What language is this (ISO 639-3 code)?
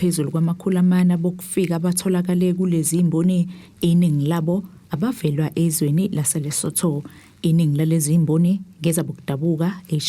zul